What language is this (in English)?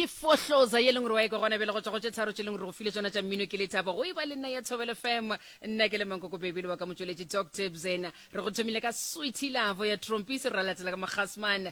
Northern Sotho